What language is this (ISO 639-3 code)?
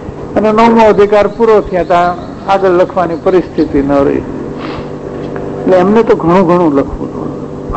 guj